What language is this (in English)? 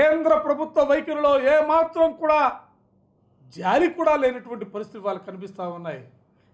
Telugu